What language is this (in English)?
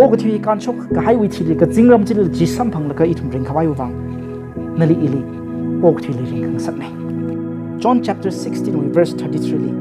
Tangkhul Naga (India)